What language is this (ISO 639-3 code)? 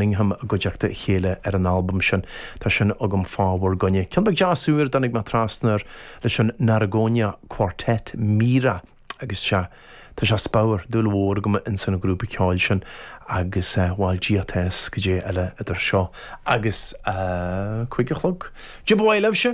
gle